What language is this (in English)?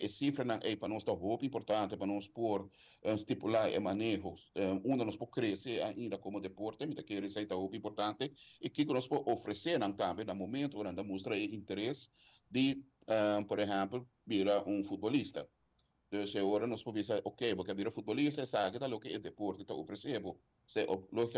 Papiamento